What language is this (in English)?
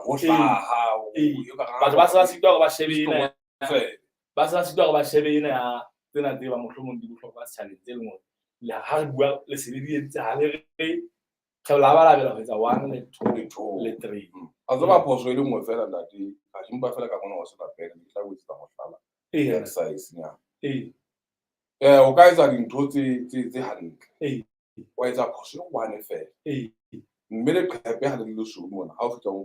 Southern Sotho